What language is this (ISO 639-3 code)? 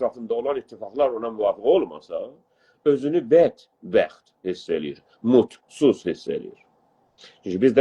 azb